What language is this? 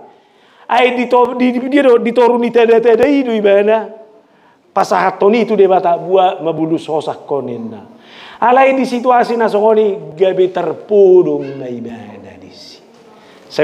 Batak Toba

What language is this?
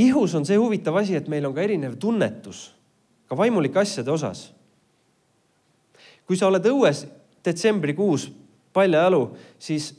Estonian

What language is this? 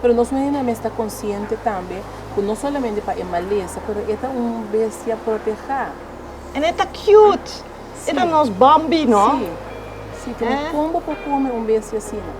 Papiamento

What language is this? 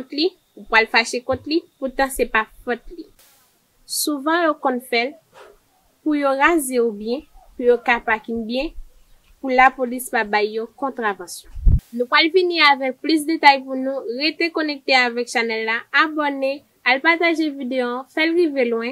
Haitian Creole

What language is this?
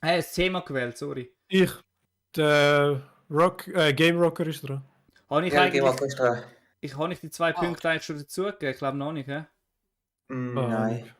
Swiss German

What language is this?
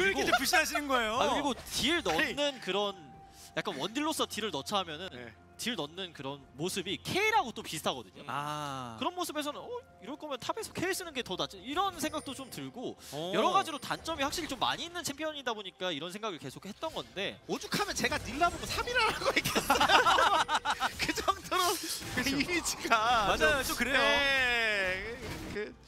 Korean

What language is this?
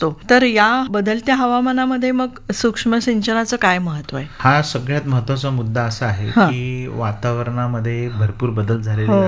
Marathi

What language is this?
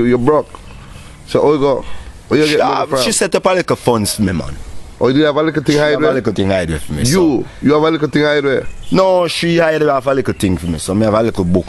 Jamaican Creole English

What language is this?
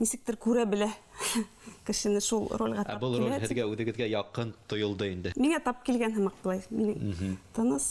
Bashkir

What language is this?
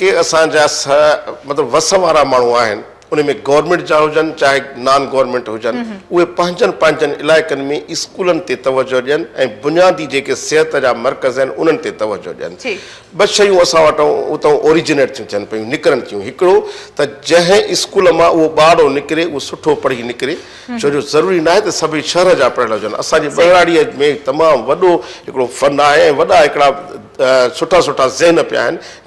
Sindhi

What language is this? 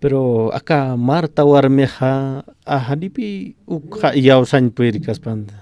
Aymara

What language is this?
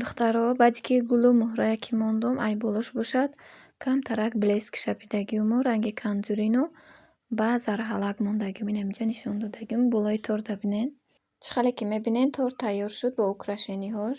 Tajik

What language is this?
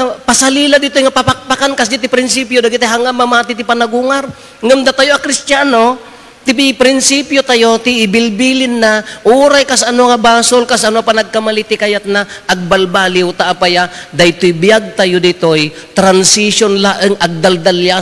Iloko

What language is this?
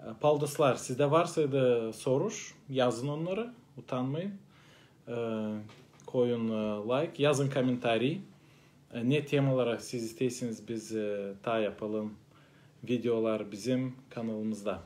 Gagauz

